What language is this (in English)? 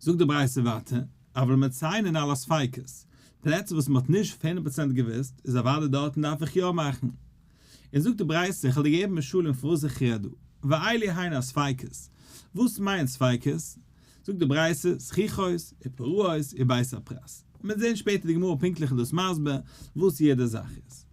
Yiddish